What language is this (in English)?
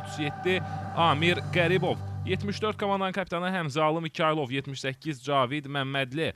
Azerbaijani